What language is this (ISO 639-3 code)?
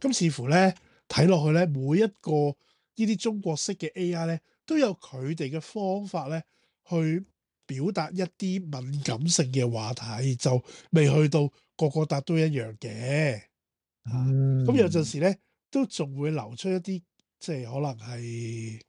yue